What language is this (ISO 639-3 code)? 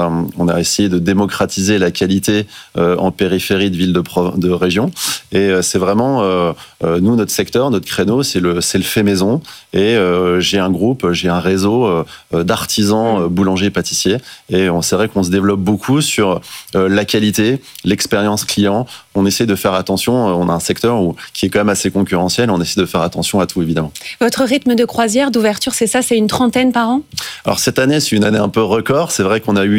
fra